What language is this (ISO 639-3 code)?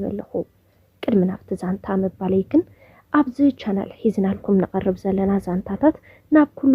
tir